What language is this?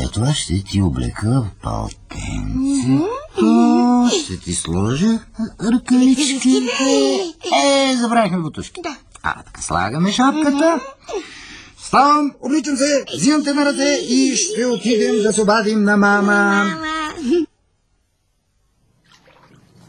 Bulgarian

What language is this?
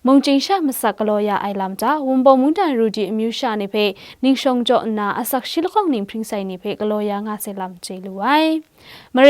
Kachin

